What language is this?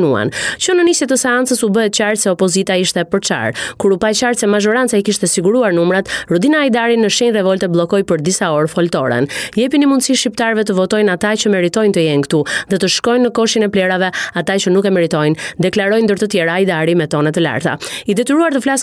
Albanian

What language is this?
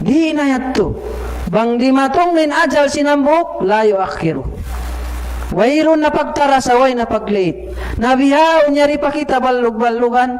Tausug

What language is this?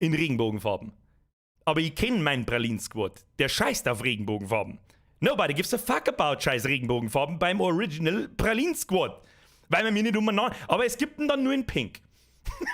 Bavarian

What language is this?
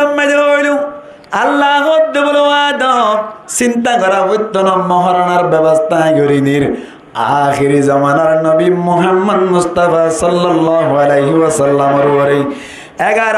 Rohingya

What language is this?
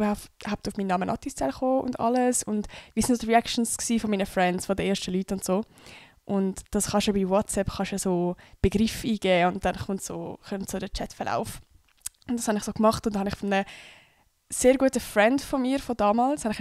Swiss German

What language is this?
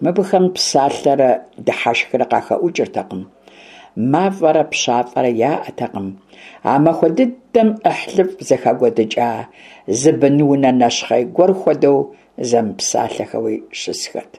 Kabardian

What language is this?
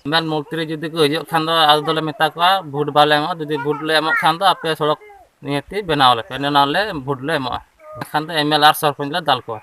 Santali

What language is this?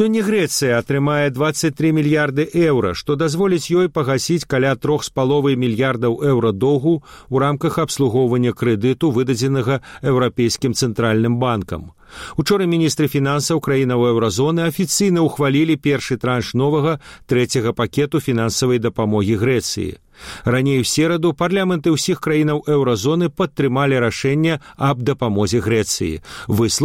Belarusian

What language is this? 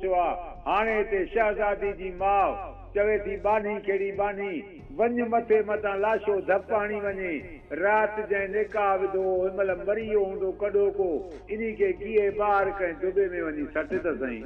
Sindhi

